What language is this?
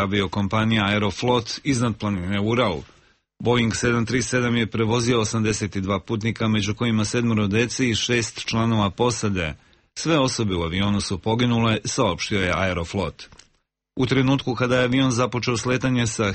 Serbian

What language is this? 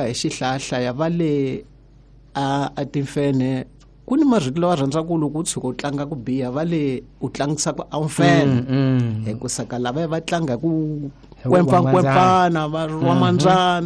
Tsonga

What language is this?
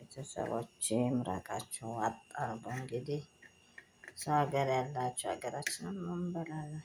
Amharic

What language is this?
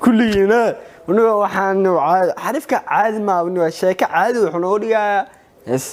Somali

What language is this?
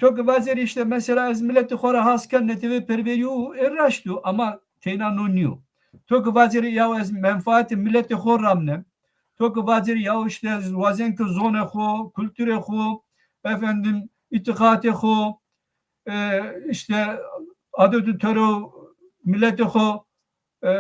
Zaza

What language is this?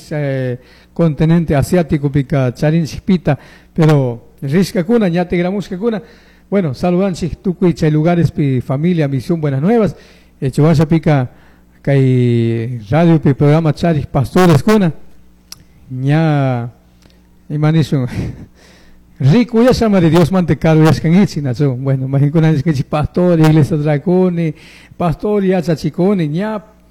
Chimborazo Highland Quichua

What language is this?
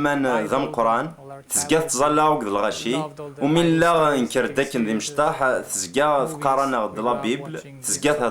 Kabyle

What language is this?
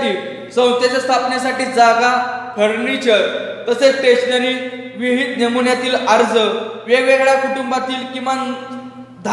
Marathi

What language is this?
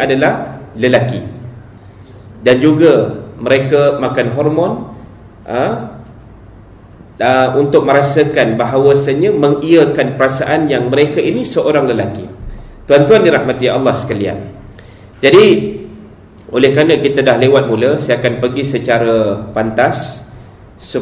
Malay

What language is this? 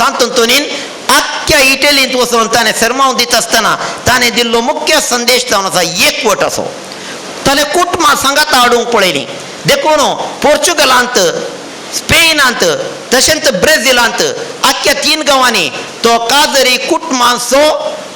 Konkani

